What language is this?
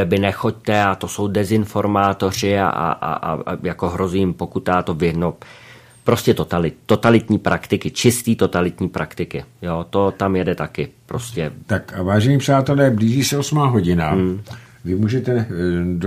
Czech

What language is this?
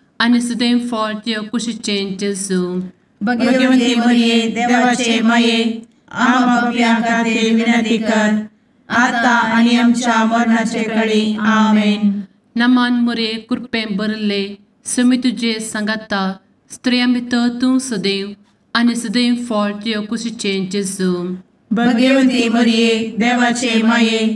Konkani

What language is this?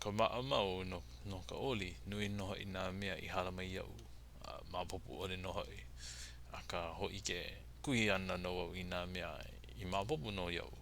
Hawaiian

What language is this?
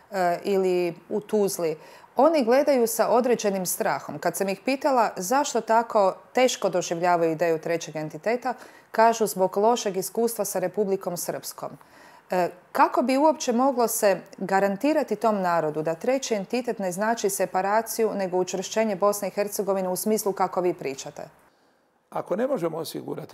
Bosnian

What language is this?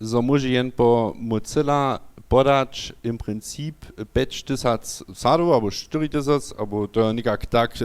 Upper Sorbian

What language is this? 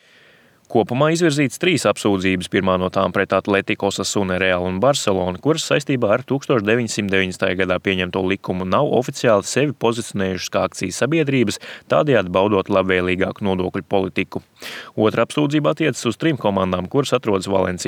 Latvian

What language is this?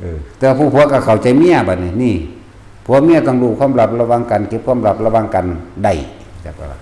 Northeastern Thai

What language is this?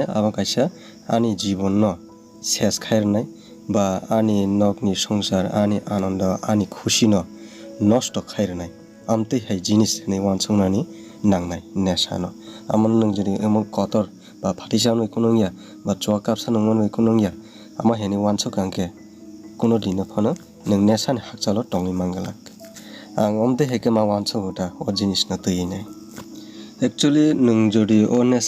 Kok Borok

